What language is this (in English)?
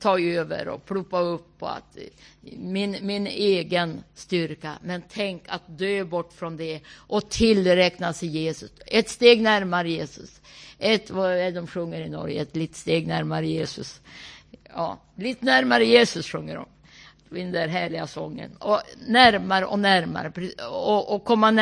Swedish